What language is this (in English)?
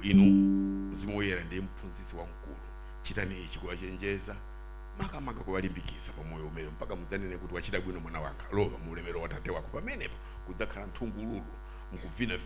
Nyanja